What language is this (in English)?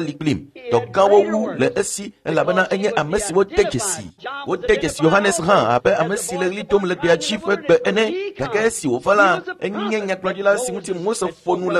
Ewe